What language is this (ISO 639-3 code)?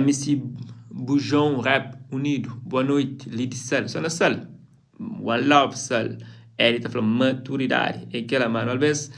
kea